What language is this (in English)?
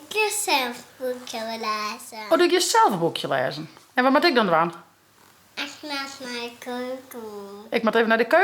Western Frisian